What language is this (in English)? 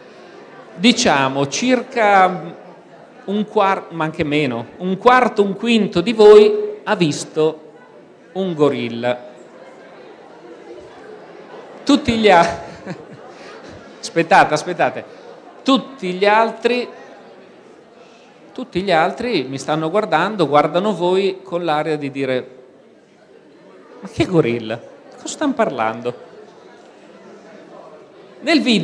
Italian